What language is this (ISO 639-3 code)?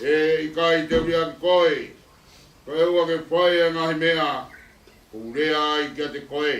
ton